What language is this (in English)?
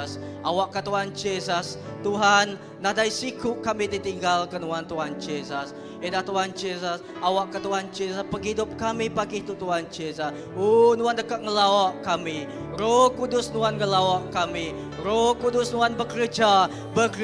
Iban